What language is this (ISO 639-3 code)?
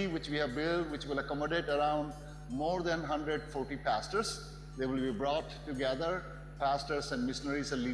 njo